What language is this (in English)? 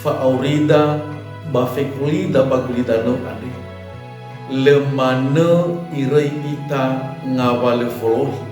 Nias